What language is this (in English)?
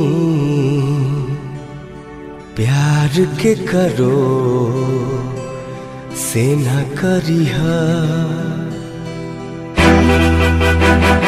Bhojpuri